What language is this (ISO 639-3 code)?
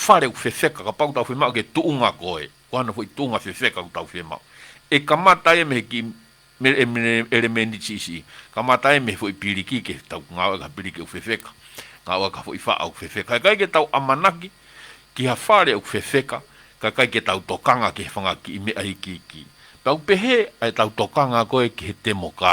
ton